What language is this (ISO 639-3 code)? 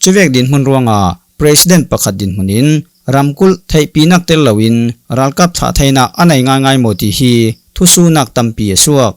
cfm